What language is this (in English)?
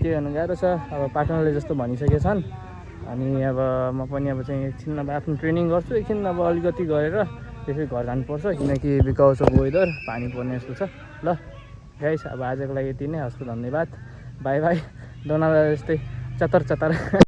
Nepali